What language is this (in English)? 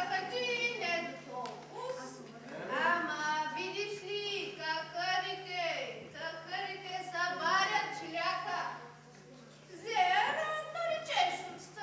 Bulgarian